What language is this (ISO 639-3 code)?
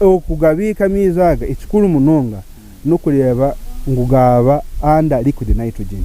nyn